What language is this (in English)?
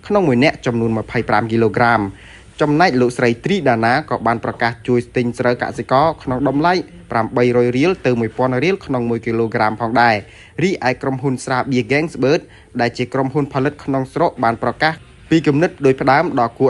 Khmer